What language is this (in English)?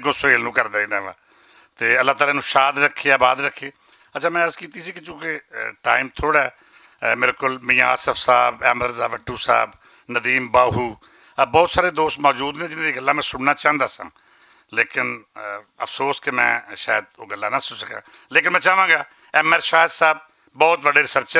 Western Panjabi